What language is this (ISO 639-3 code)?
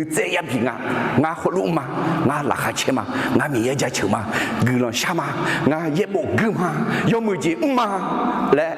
ahk